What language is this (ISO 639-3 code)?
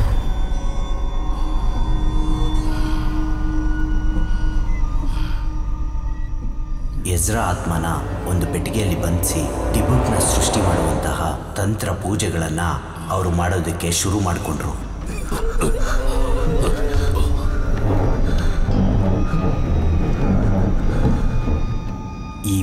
kan